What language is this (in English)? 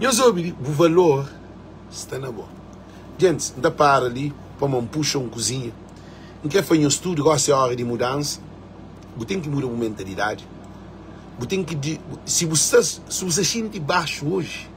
Kabuverdianu